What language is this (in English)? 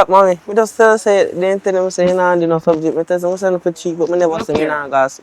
Jamaican Creole English